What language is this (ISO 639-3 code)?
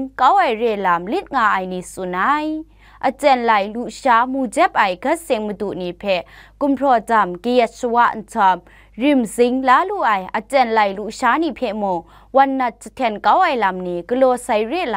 kac